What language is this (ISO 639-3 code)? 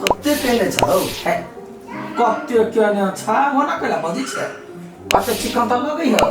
mai